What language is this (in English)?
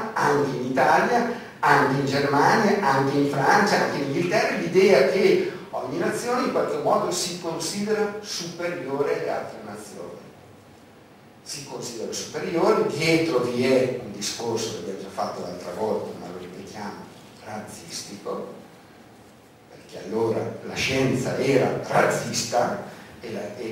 Italian